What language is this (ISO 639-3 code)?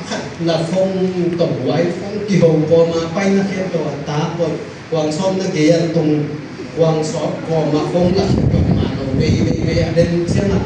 ctd